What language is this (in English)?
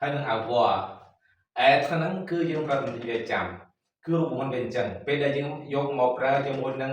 Khmer